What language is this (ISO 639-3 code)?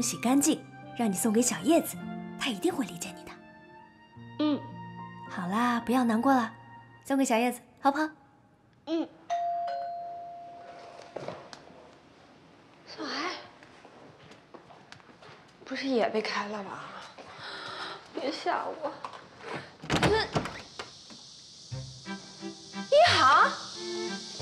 zho